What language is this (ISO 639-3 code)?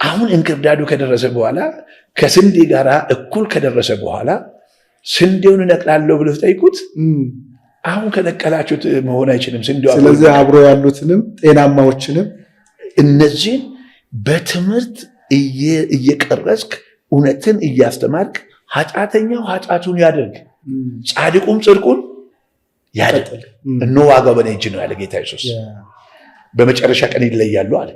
amh